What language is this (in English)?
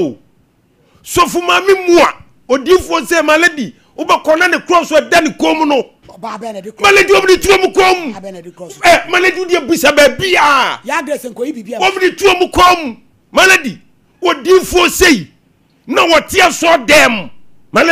Akan